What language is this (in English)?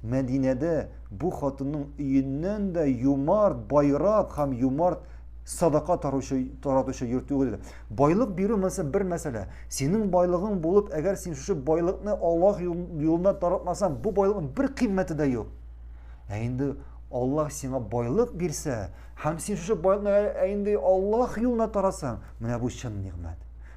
Tatar